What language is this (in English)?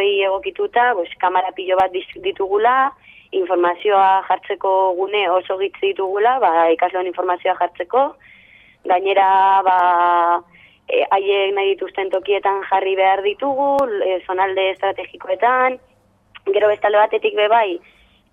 Basque